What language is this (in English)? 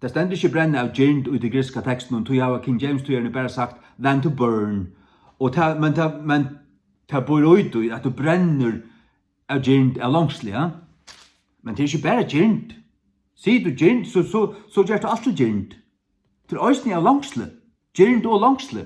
Faroese